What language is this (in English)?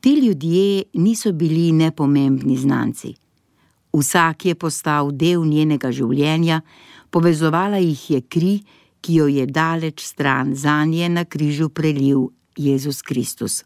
Slovenian